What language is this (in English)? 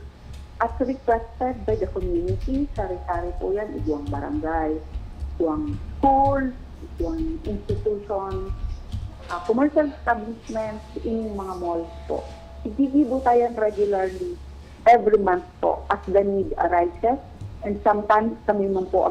Bikol